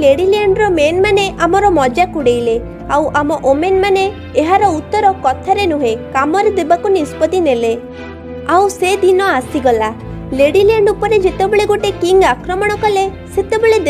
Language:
Odia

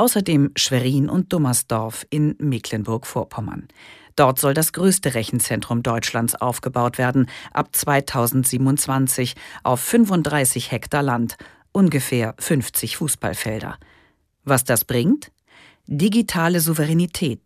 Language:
German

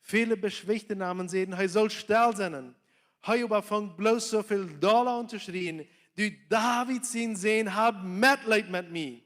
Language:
Plautdietsch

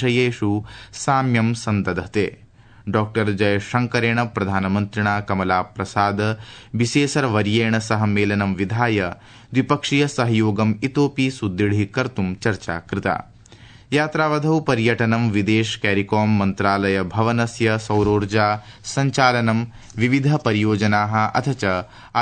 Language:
Sanskrit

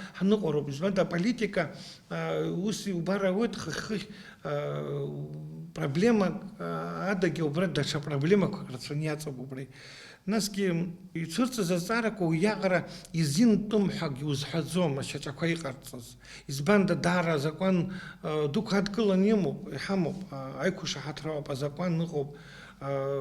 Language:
Abkhazian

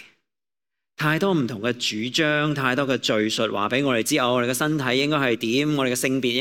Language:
Cantonese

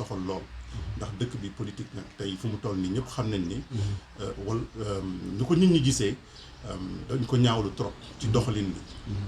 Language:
Wolof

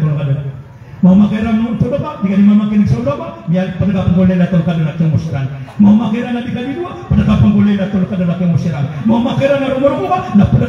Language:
Maranao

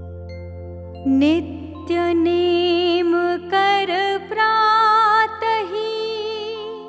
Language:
Hindi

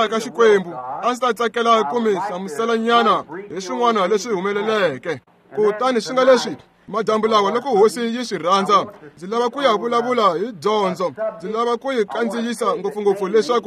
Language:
Tsonga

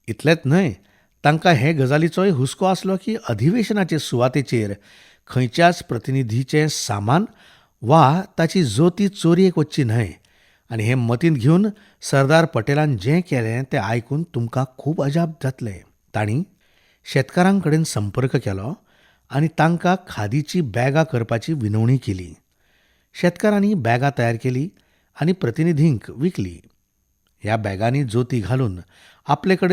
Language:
Konkani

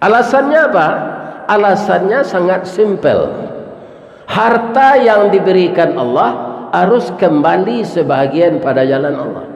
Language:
Minangkabau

